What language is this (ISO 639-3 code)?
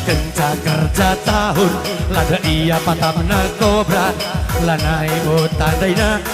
btx